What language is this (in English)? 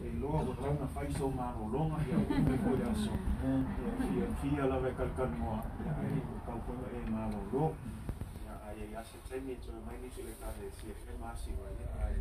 Samoan